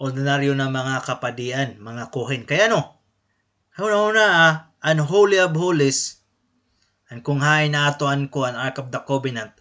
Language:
Waray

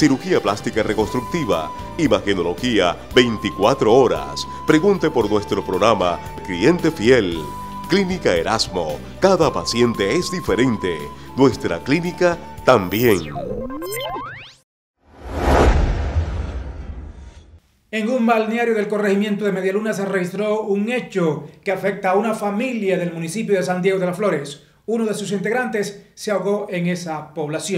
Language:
Spanish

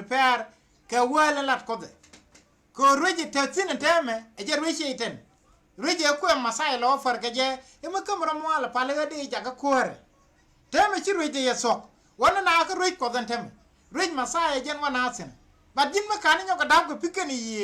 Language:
Nuer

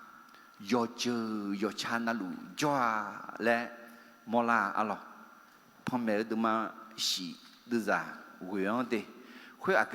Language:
Akha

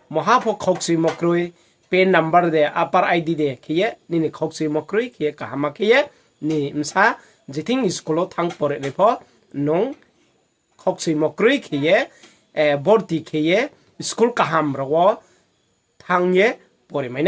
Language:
Riang (India)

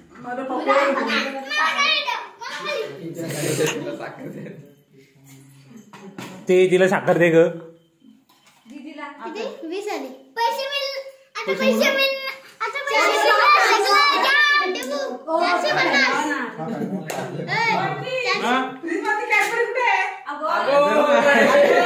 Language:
Marathi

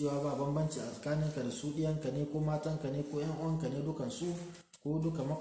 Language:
Hausa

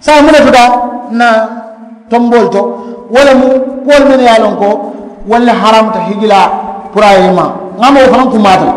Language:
Mandingo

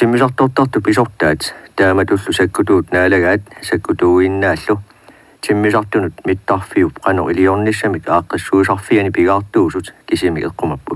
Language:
Kalaallisut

